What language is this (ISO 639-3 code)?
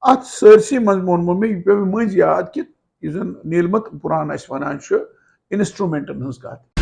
kas